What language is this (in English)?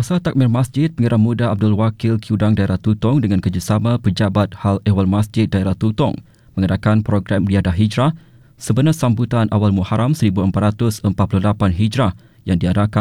Malay